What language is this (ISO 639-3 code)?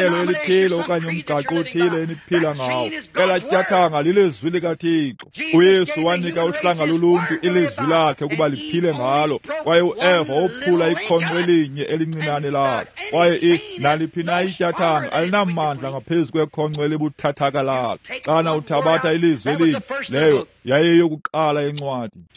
xho